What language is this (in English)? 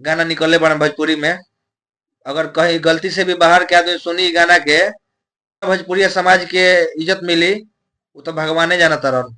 Bhojpuri